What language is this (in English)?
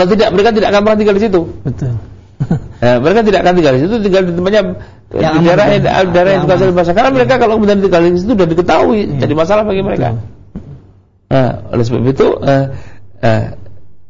Indonesian